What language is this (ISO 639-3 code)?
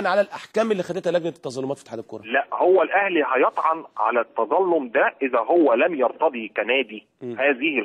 arz